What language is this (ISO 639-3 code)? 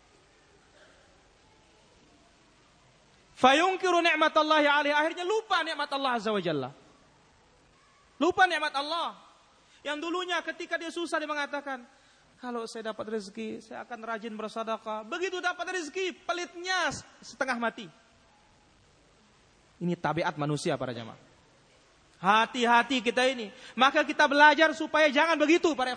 ind